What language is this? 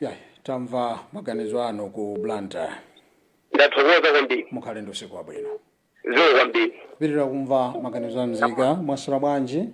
Nyanja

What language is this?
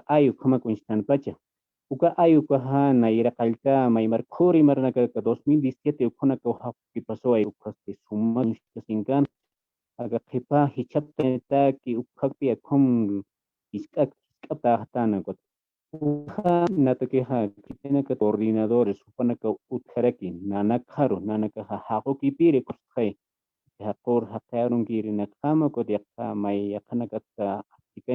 Aymara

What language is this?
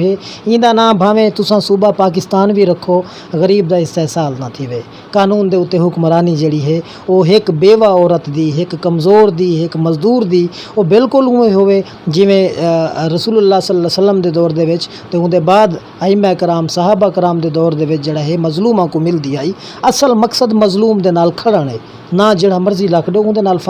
Saraiki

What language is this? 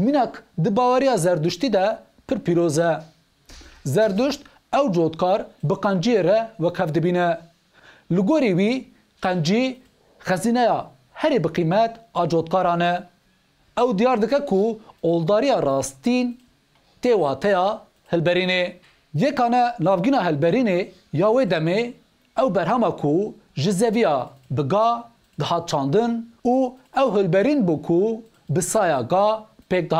Kurdish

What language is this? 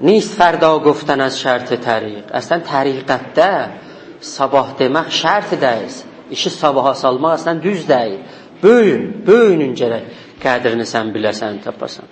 South Azerbaijani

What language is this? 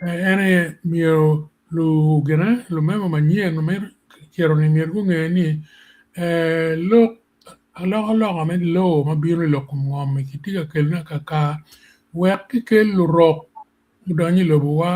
Acoli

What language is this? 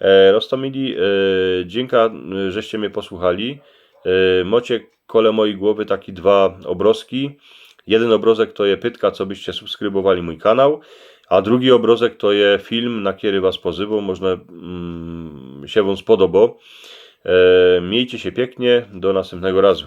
Silesian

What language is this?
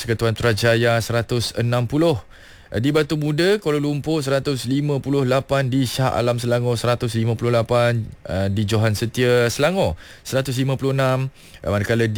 Malay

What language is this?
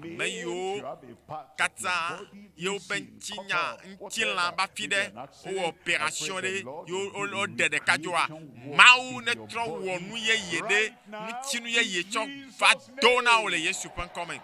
Ewe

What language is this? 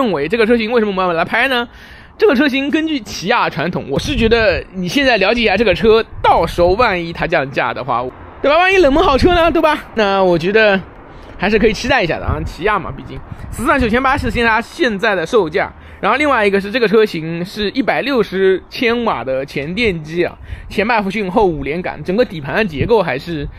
Chinese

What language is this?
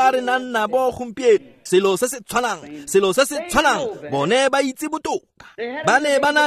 Tswana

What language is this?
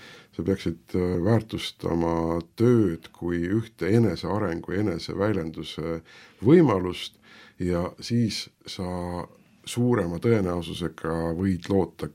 Estonian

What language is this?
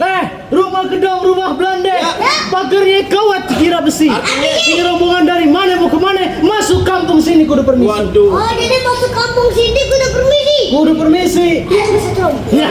Betawi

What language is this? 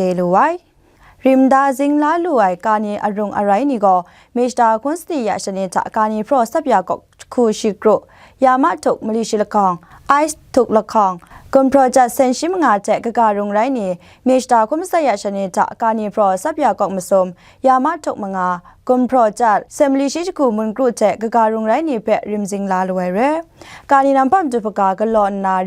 Kachin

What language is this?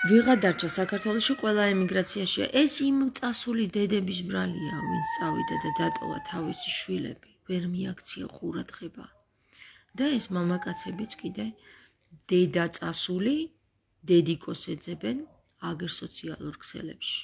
Georgian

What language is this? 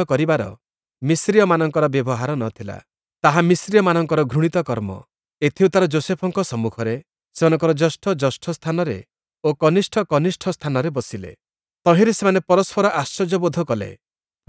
Odia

